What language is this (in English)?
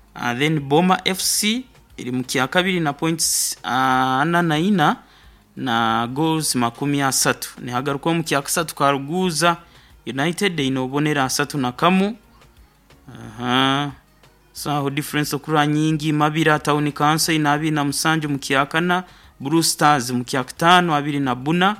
Nyoro